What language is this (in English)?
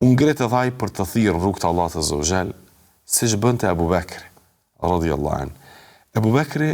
Albanian